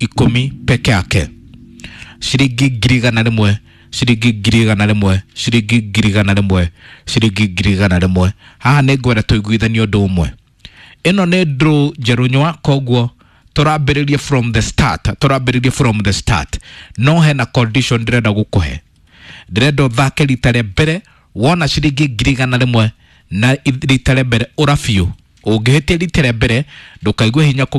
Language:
Kikuyu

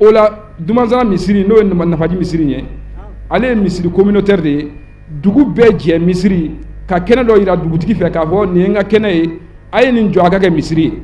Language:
Bambara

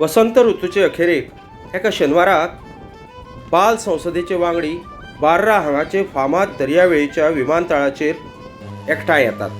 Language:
Konkani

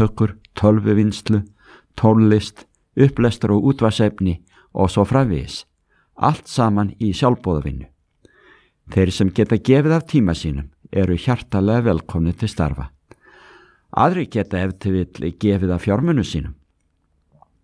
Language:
Icelandic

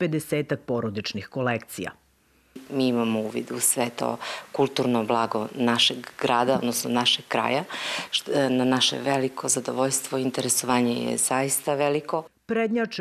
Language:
Serbian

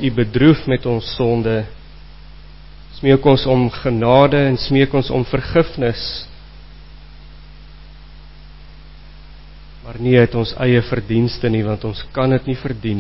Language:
Afrikaans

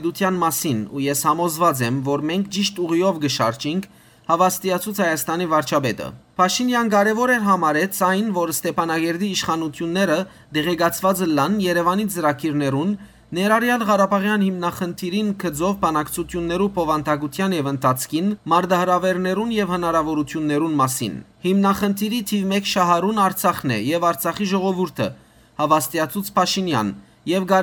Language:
Western Armenian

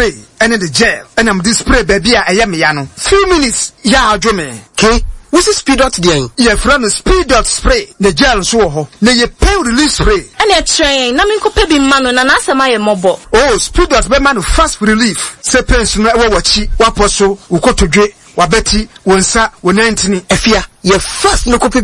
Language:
Akan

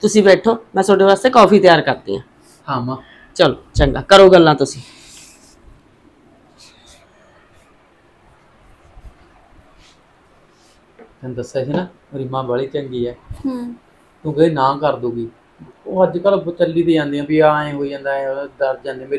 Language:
Punjabi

